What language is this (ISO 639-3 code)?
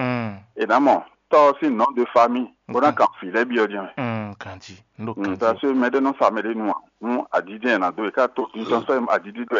fon